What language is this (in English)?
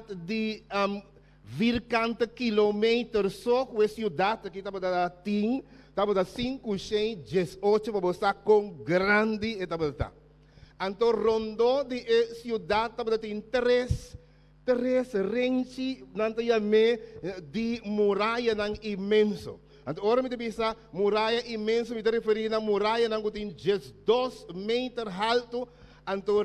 Papiamento